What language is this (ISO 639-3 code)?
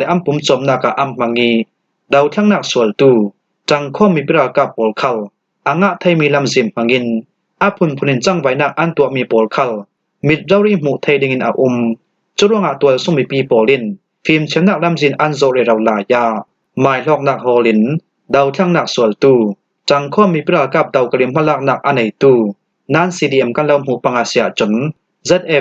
cfm